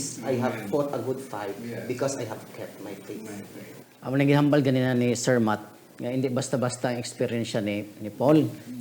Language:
Hiligaynon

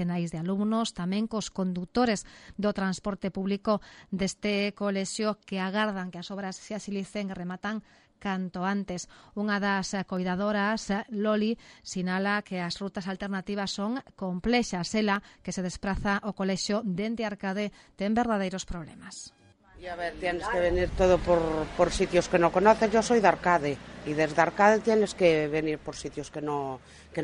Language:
Galician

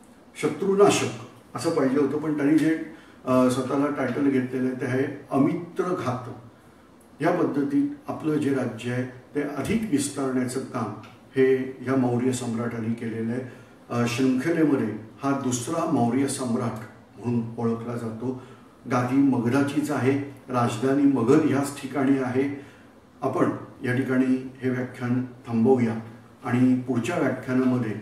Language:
Marathi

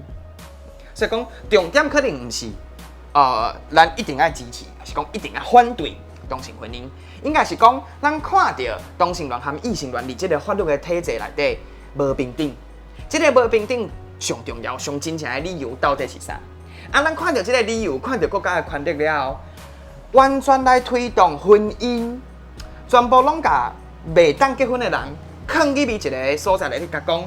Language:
Min Nan Chinese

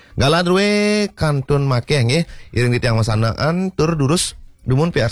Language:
Balinese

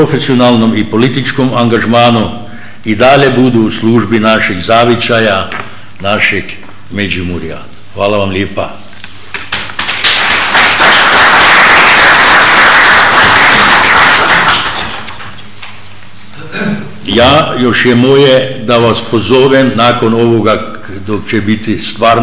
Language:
Croatian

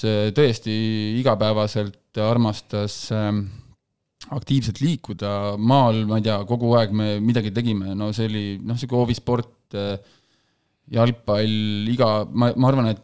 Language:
Estonian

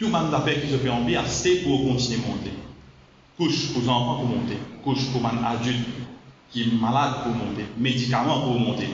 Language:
Morisyen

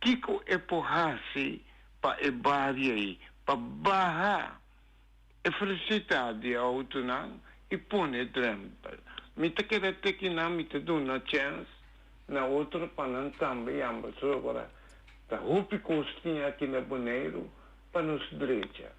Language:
Papiamento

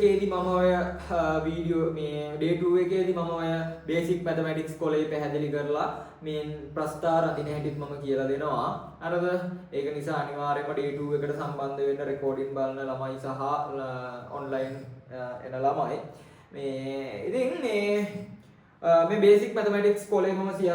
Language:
Sinhala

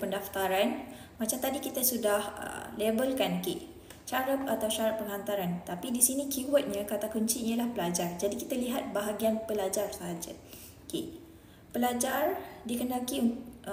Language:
Malay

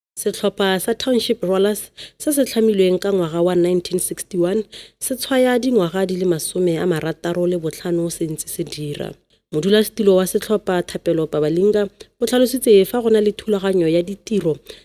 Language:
Tswana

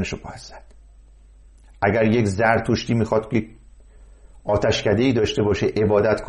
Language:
Persian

